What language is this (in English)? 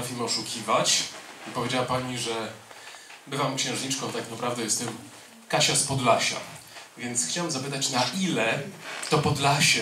Polish